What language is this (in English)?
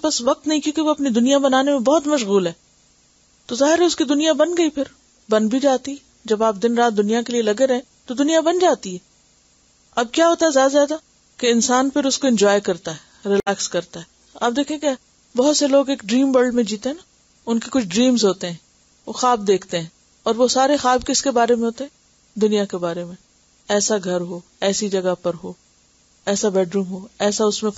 Urdu